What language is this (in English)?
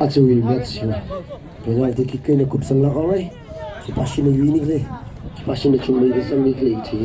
Tangkhul Naga (India)